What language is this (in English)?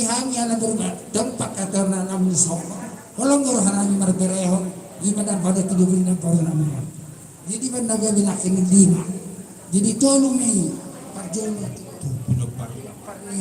Batak Toba